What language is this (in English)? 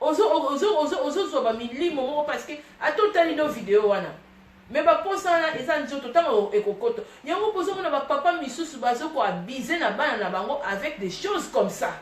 Lingala